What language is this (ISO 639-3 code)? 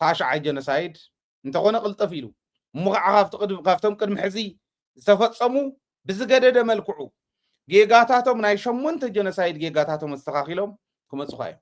tir